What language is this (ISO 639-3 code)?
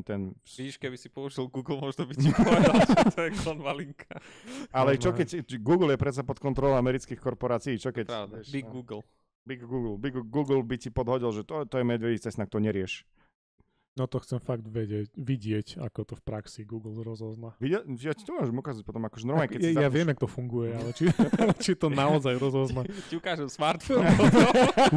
slk